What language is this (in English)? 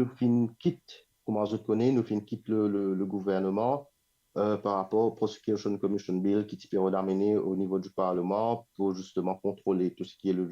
Morisyen